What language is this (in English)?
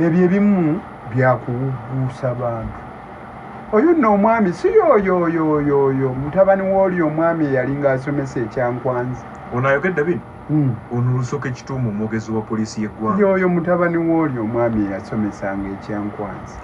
Ganda